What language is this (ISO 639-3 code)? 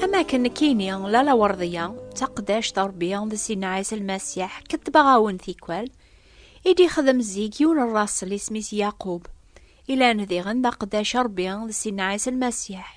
kab